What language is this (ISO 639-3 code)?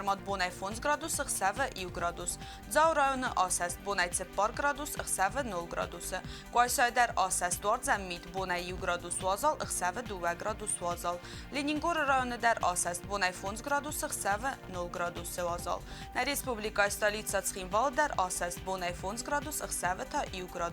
oss